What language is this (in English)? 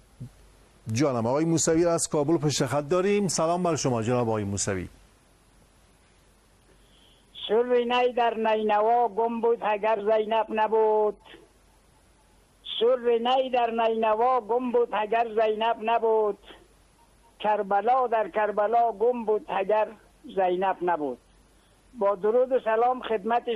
Persian